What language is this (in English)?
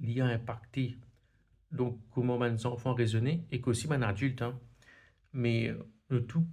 Morisyen